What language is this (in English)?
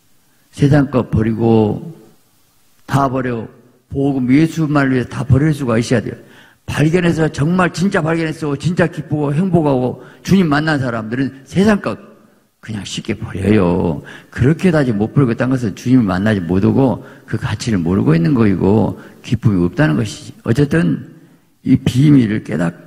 Korean